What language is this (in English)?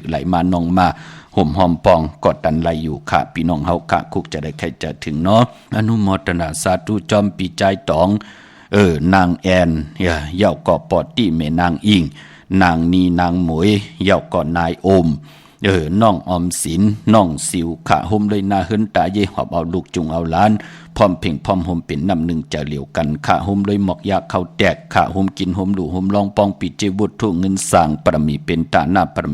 Shan